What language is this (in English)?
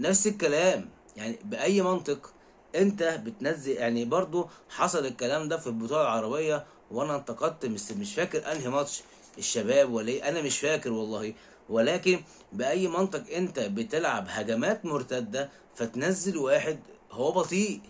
Egyptian Arabic